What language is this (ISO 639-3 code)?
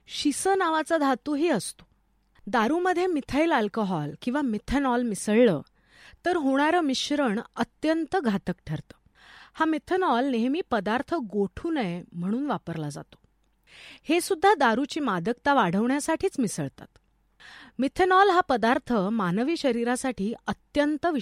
mar